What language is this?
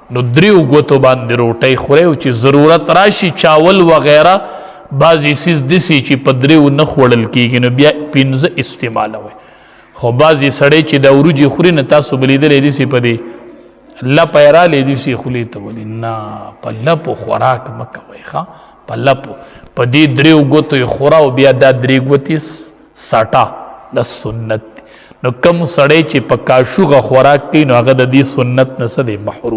Pashto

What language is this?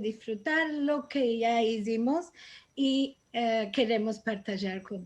Ladino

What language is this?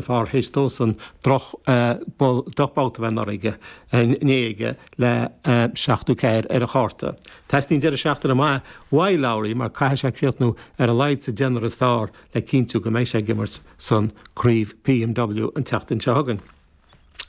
Irish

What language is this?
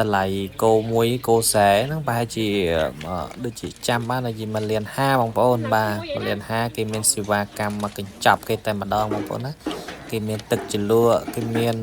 Khmer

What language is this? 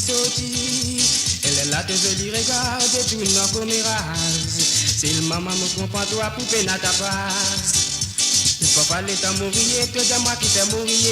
Morisyen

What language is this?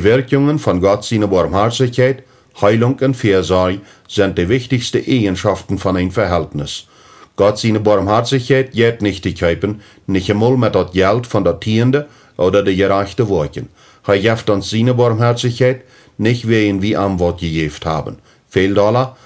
Plautdietsch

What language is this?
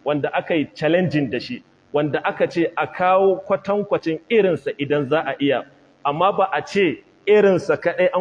Hausa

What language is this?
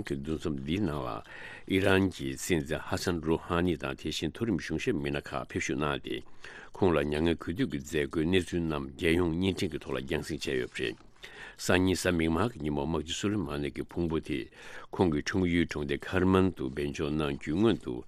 Tibetan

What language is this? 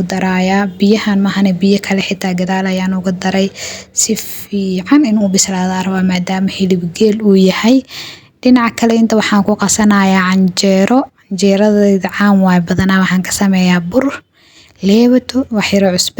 Somali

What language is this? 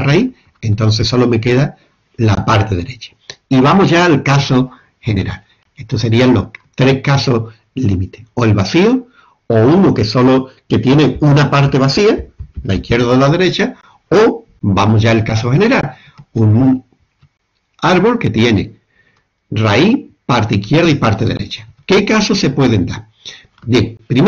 Spanish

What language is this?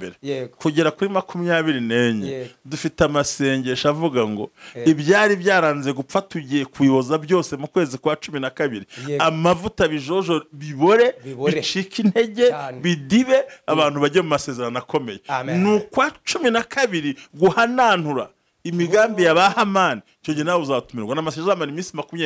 Kinyarwanda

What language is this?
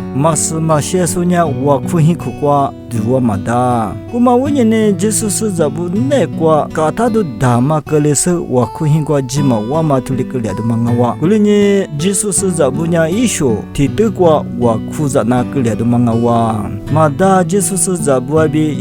Lisu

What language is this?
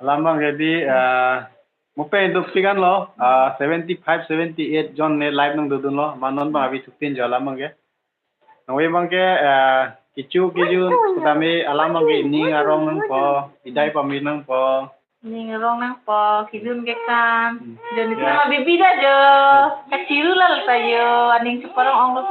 Karbi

